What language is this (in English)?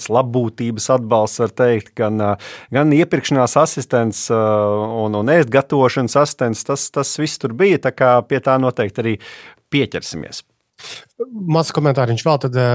Latvian